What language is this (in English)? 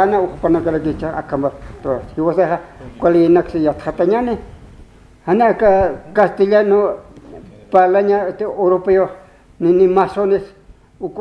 Aymara